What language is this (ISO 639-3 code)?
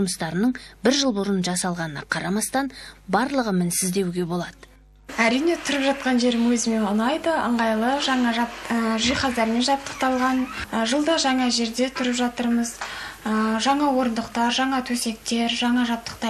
kaz